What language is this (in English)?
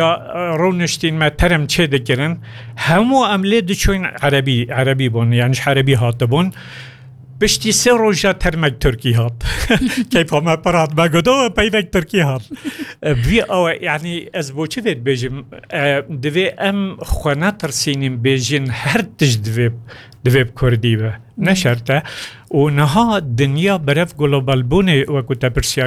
Kurdish